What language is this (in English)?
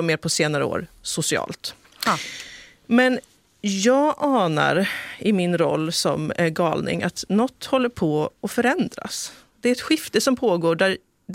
Swedish